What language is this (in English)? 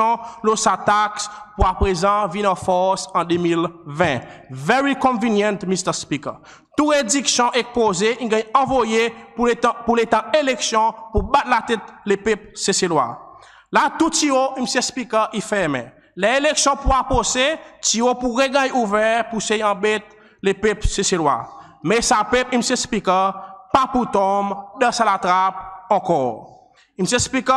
Seselwa Creole French